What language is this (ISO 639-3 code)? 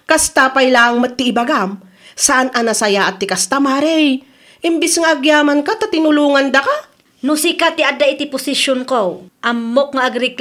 ilo